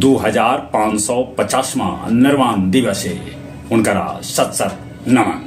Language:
Magahi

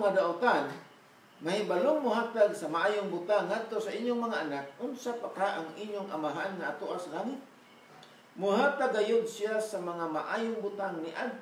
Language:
Cebuano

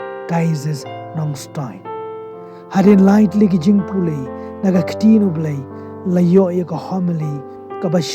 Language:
Khasi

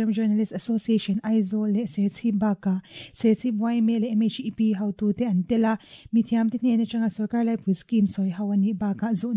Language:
Mizo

